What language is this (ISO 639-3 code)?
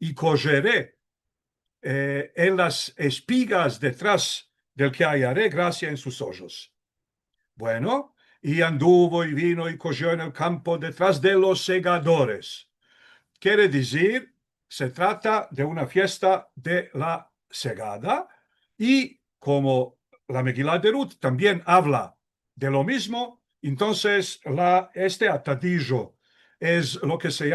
lad